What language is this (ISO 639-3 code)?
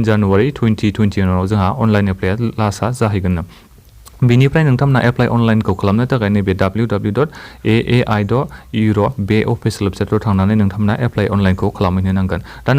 brx